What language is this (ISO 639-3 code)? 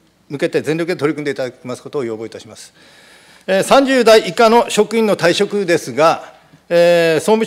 jpn